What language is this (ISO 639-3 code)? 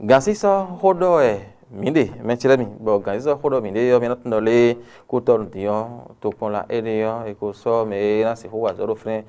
fon